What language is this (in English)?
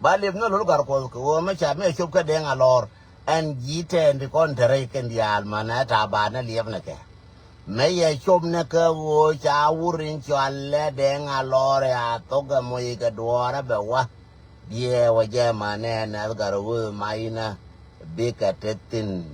Nuer